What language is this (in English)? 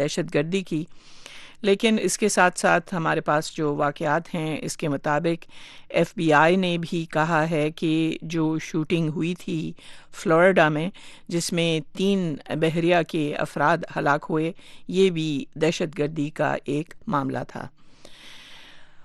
Urdu